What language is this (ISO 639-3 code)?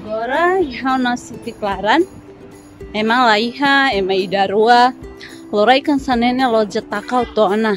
tet